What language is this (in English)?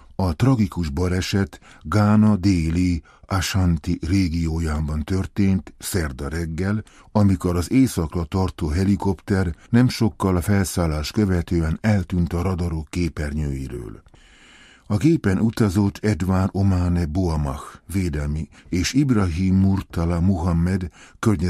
Hungarian